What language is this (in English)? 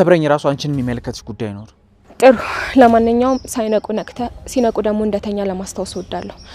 Amharic